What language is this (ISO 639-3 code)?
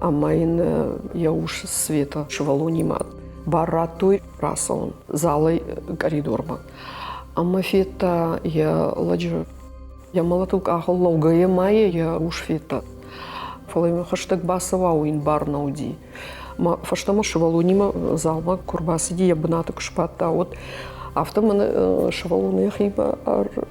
oss